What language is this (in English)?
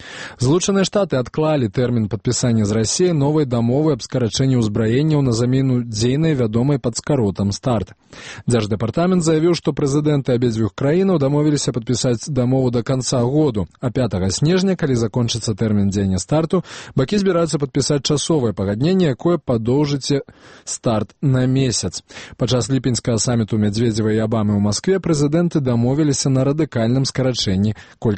Belarusian